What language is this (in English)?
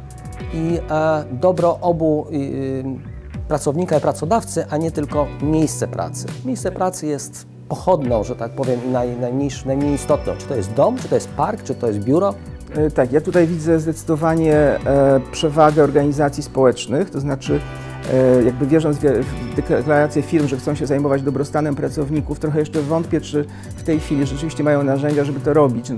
Polish